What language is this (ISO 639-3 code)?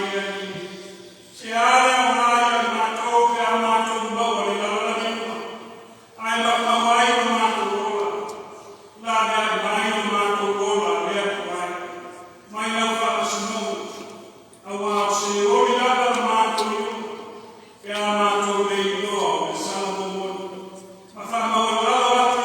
smo